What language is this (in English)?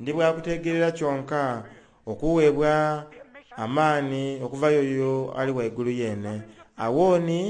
Soga